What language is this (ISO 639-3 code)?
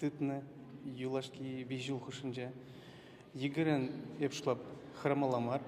chv